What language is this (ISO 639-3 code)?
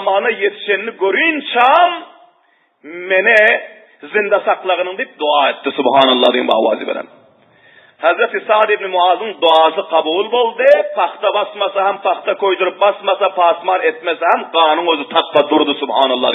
tuk